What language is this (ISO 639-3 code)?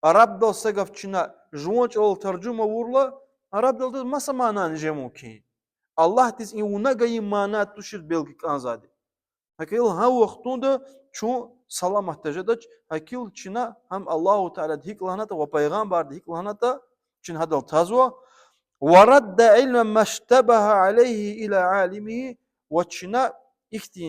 lez